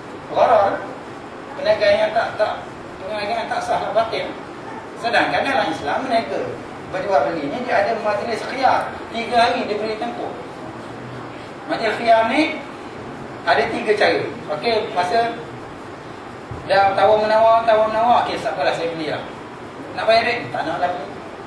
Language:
Malay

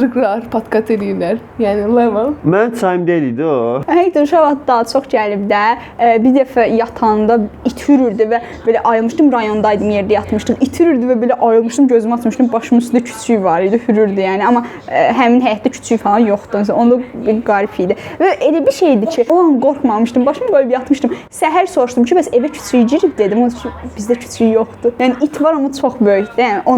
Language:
Azerbaijani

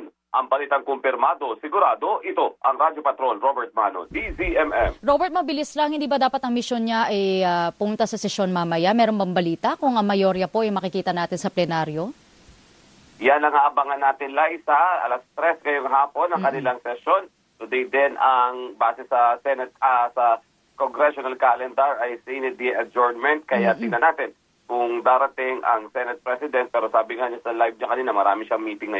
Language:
Filipino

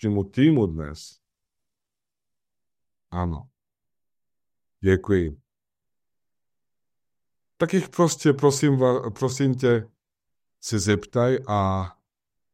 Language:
Czech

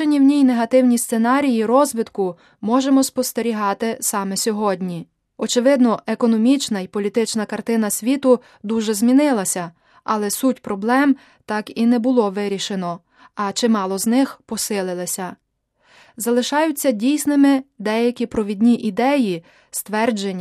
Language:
Ukrainian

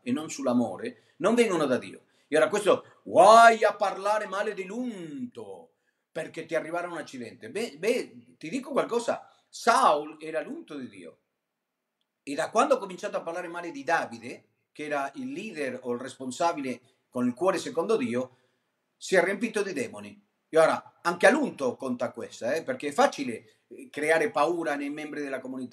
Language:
Italian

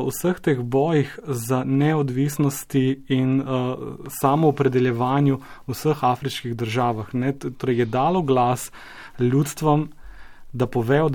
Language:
Slovenian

